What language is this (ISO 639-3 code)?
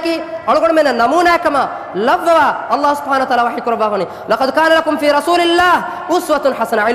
div